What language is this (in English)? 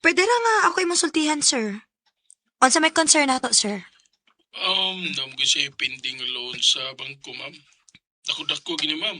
Cebuano